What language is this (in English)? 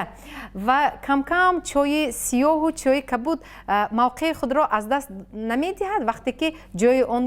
Tajik